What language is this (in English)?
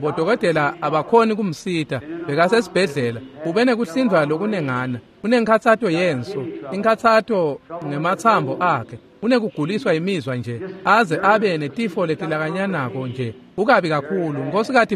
Swati